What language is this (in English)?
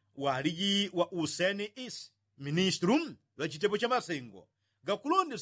Yao